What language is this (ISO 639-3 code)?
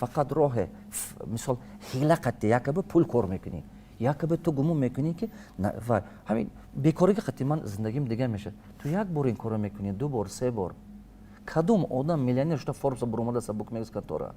tgk